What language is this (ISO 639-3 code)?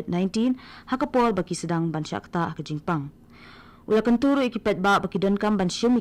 kha